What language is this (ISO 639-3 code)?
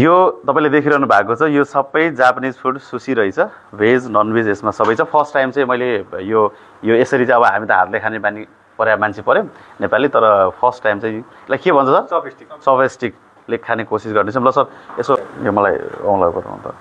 nep